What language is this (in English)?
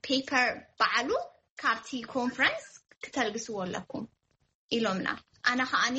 Tigrinya